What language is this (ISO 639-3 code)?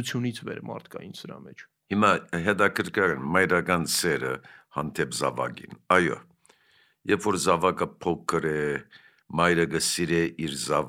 hye